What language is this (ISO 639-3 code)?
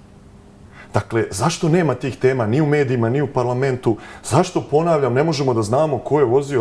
srp